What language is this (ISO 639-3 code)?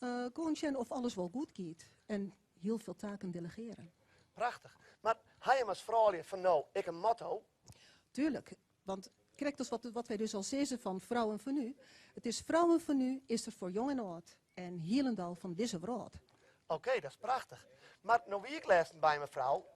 fry